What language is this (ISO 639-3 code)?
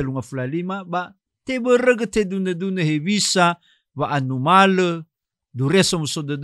nia